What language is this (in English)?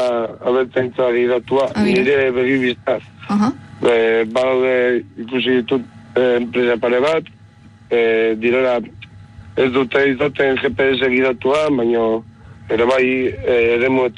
Basque